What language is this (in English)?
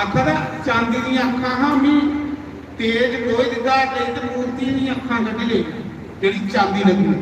Dogri